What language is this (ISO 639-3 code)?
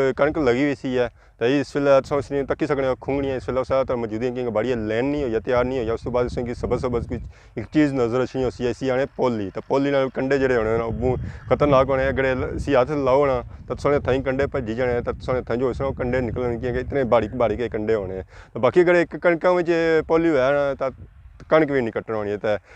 phr